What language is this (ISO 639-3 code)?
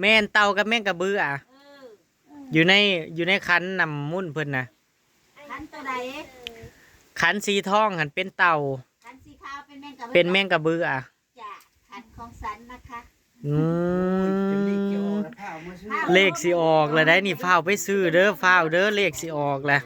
tts